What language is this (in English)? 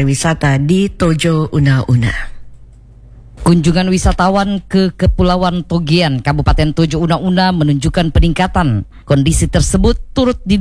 Indonesian